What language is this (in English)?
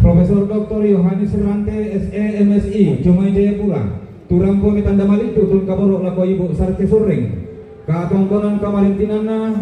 Toraja-Sa'dan